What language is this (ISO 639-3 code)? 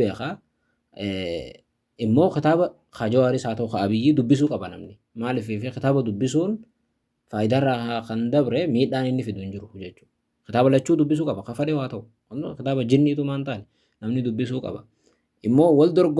orm